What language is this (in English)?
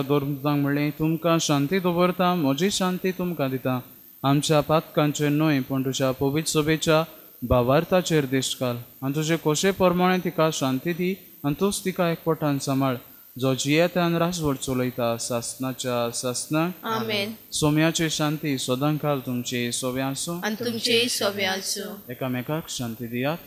Konkani